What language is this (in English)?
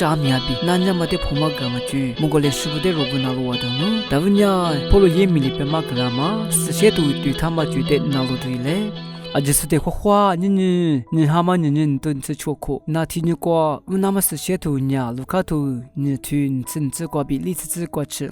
Lisu